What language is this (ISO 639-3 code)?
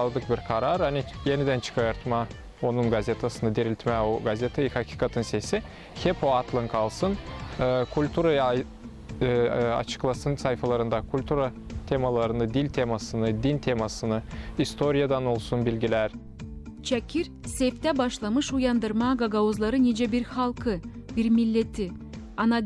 gag